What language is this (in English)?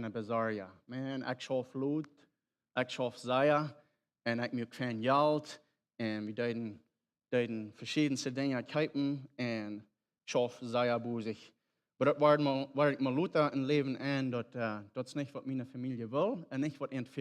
Plautdietsch